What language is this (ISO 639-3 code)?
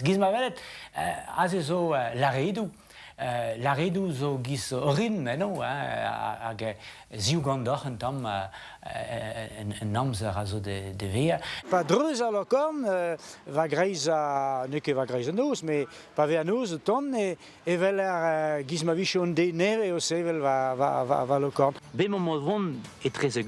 bre